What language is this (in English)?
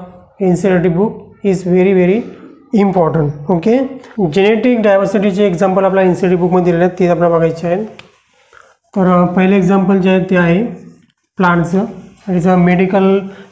Marathi